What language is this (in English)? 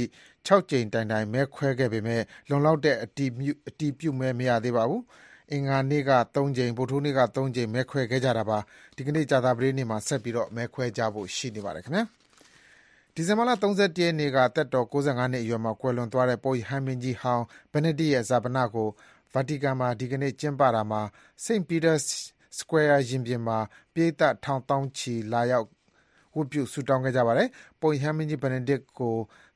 Burmese